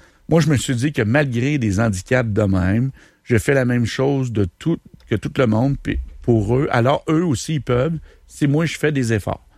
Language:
French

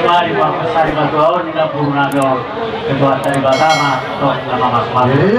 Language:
Batak Toba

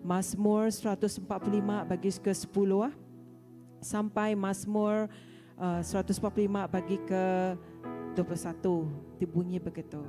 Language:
Iban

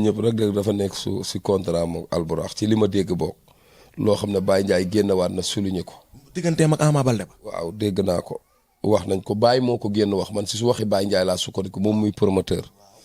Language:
Wolof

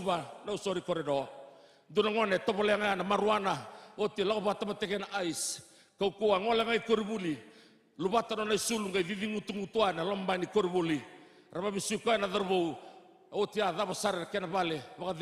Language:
Fijian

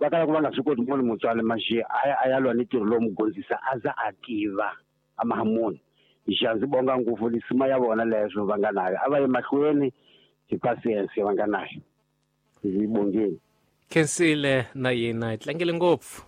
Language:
Tsonga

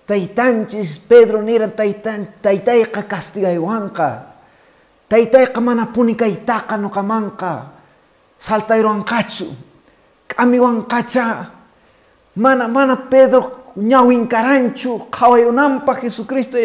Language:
Quechua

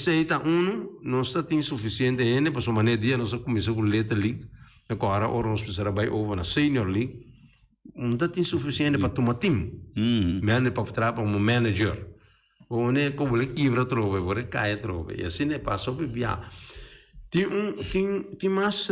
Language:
Papiamento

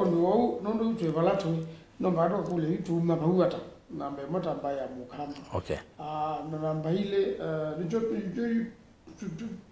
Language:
Kamba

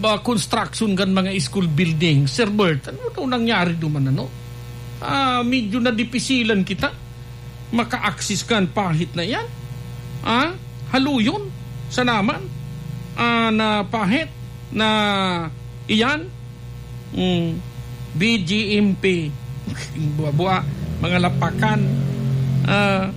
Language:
Bikol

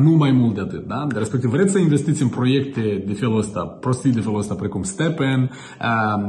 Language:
Romanian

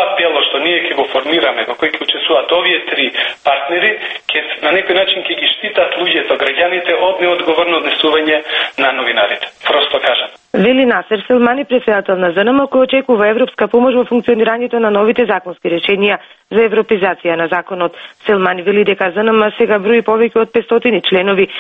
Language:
Macedonian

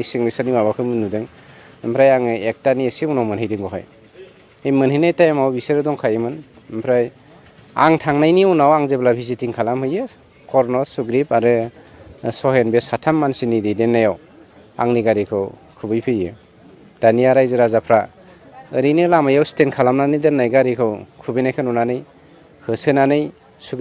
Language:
Bodo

